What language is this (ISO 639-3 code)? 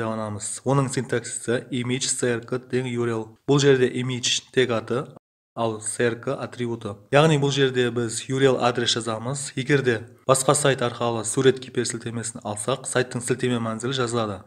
kaa